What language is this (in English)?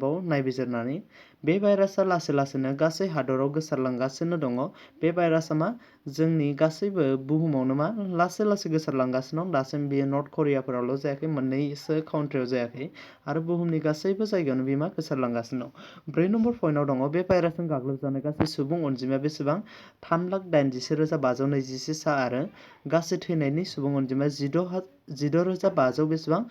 Bodo